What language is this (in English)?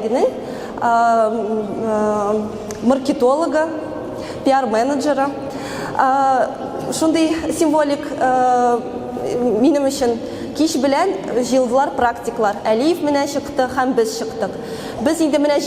Tatar